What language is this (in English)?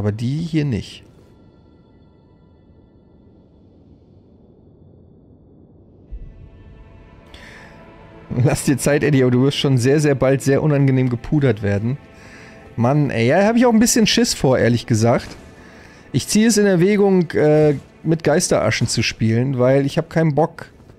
German